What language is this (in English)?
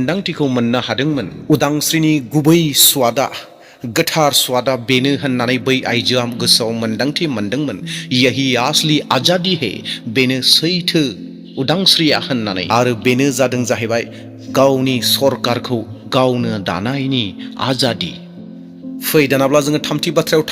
Bodo